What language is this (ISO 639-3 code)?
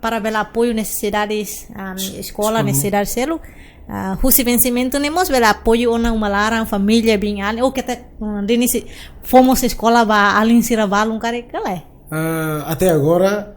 tet